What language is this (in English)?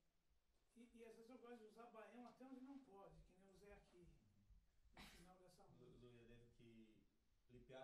Portuguese